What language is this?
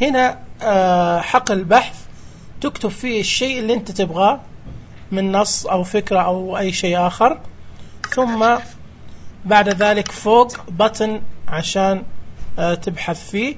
Najdi Arabic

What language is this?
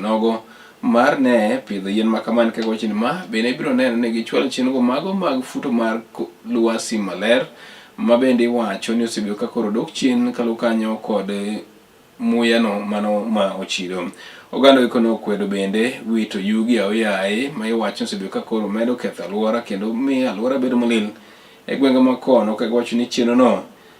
Luo (Kenya and Tanzania)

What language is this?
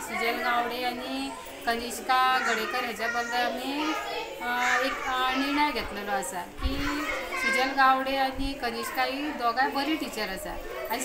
Konkani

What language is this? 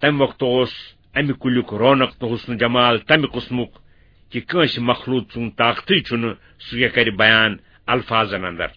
Kashmiri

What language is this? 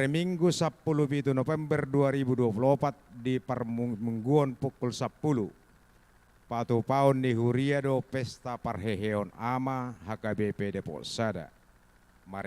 Batak Toba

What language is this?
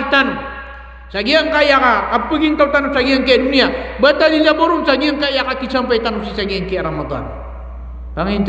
Maranao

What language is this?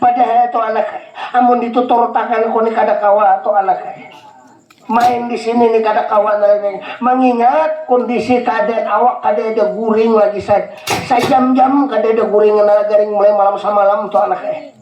Banjar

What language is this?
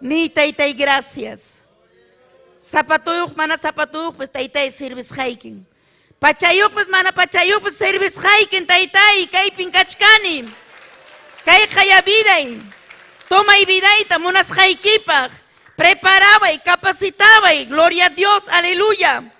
Ayacucho Quechua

